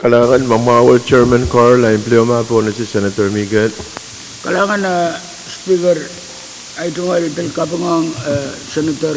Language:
Pohnpeian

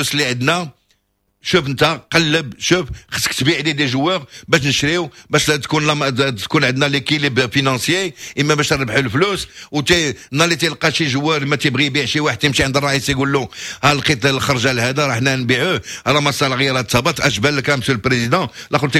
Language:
Moroccan Arabic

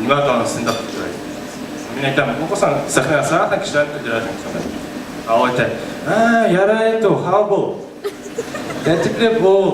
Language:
Bashkir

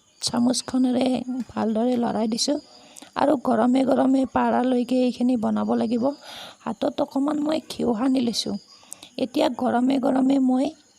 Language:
Assamese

